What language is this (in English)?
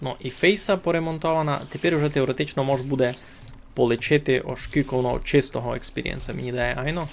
Rusyn